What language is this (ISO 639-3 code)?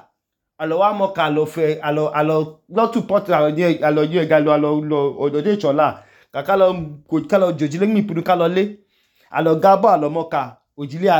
idu